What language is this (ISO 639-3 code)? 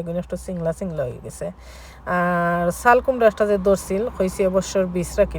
syl